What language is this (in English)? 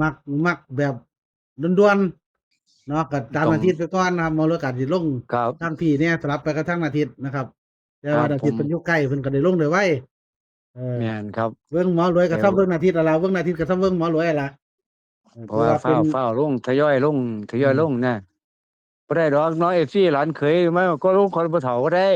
Northeastern Thai